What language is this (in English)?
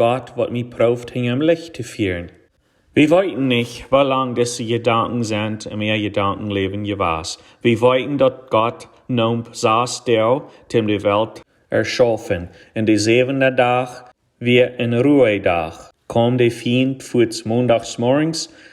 Plautdietsch